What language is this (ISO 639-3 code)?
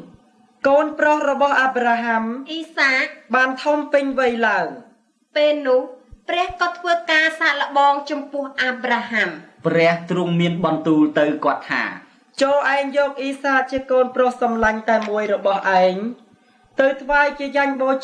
khm